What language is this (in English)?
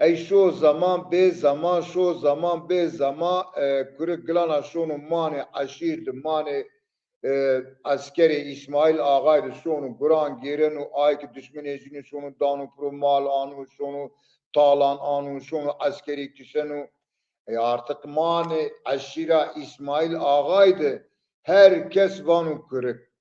Zaza